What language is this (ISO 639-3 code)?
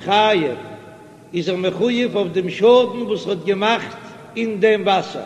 yid